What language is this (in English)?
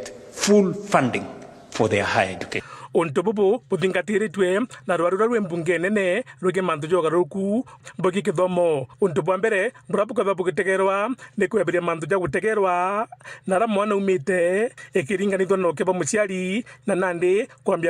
Meru